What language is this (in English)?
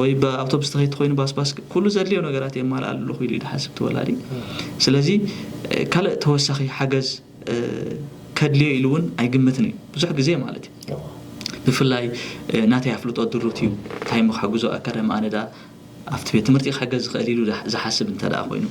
Tigrinya